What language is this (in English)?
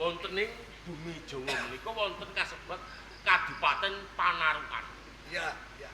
Javanese